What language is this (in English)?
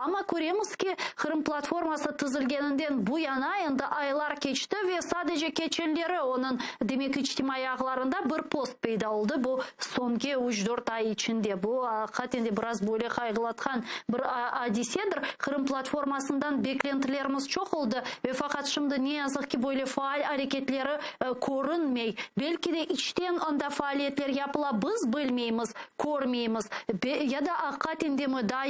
Crimean Tatar